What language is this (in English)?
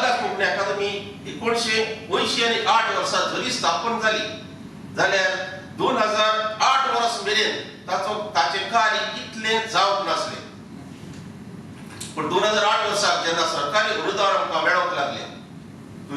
Konkani